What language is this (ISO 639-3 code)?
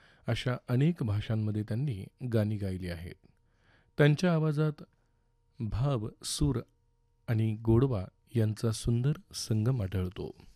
mar